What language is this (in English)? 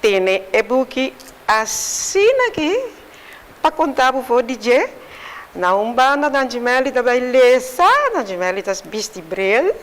Papiamento